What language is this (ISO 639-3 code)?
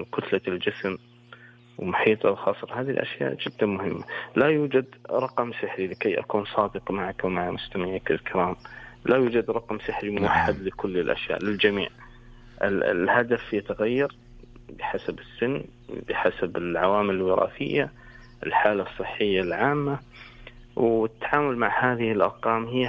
ara